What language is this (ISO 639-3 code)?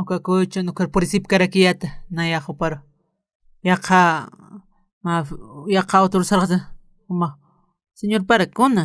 aym